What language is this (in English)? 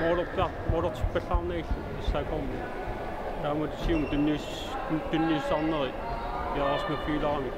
Kalaallisut